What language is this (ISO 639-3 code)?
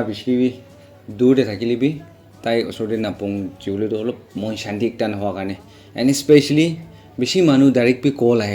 nag